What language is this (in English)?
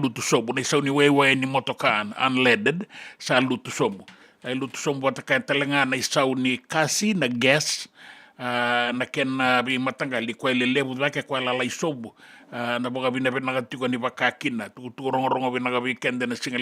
Fijian